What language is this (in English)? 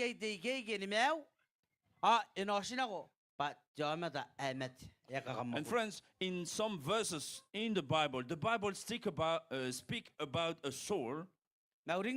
Gilbertese